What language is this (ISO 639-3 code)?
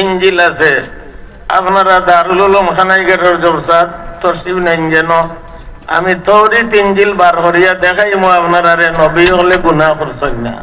syl